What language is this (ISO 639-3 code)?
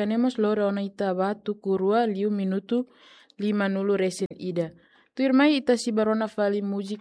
tet